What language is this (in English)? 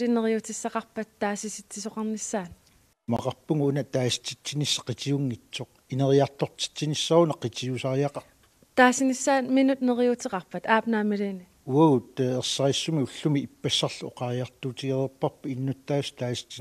Kalaallisut